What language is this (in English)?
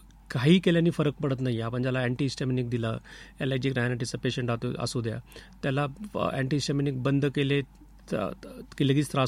Marathi